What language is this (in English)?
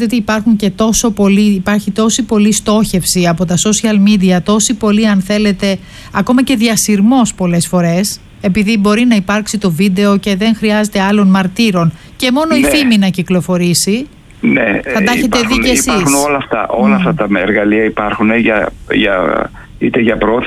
Greek